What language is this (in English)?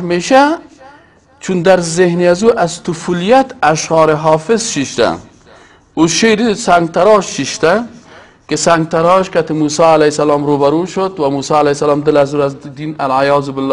Persian